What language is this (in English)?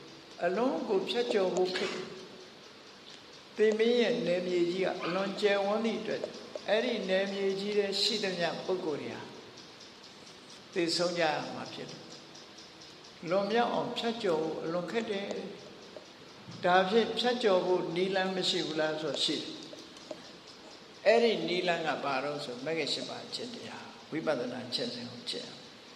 Burmese